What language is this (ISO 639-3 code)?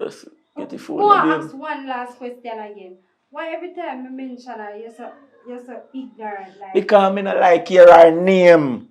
jam